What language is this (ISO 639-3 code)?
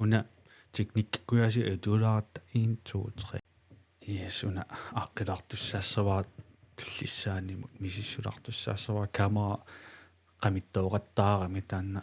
kal